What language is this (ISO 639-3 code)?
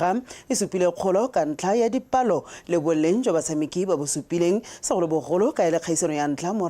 tsn